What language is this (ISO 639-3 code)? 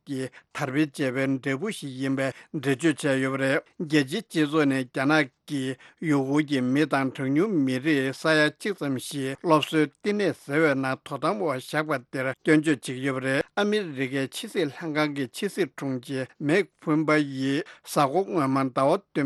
bod